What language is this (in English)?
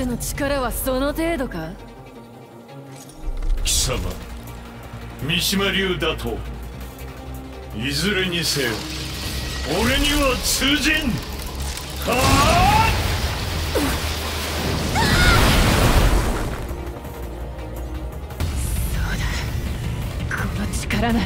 Japanese